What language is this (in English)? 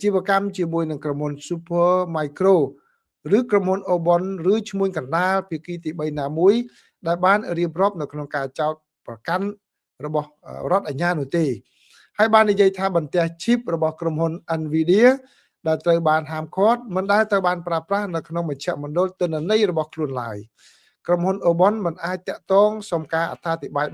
Khmer